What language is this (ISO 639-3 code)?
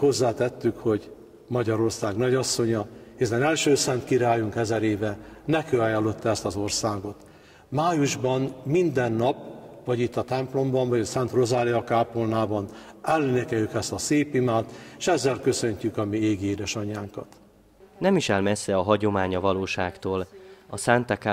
hun